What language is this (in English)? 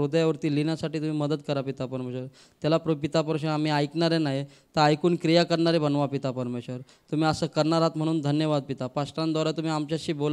Marathi